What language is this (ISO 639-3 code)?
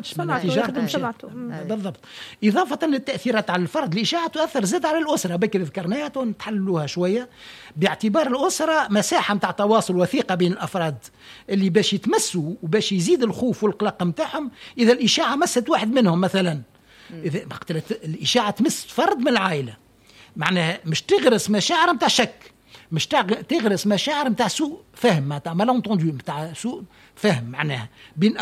aeb